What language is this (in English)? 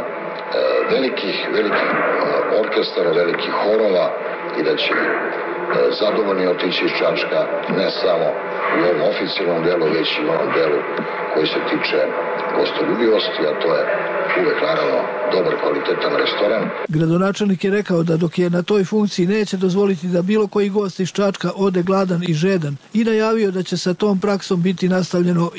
Serbian